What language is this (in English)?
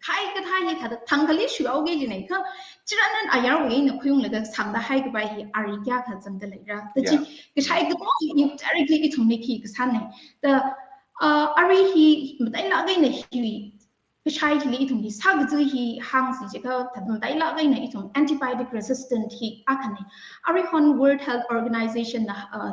Tangkhul Naga (India)